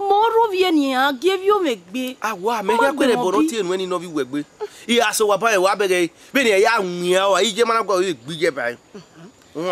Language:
Bini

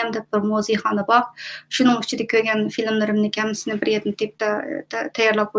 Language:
Uyghur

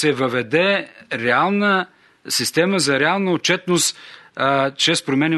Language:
Bulgarian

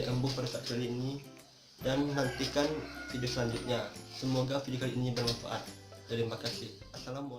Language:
Minangkabau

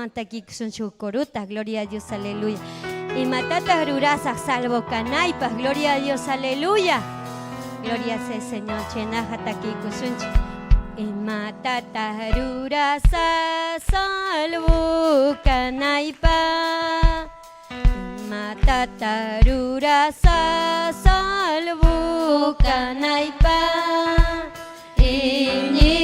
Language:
Ayacucho Quechua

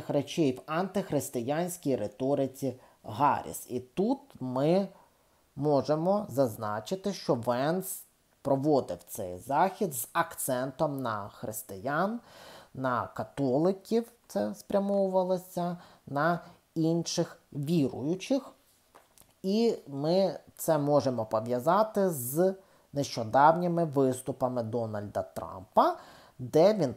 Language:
Ukrainian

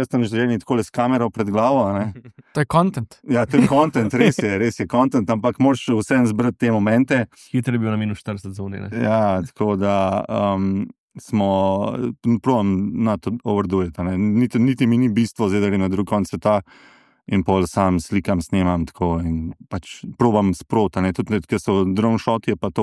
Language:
Slovenian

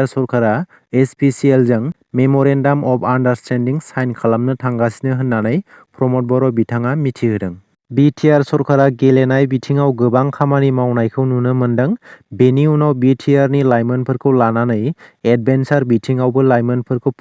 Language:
Bodo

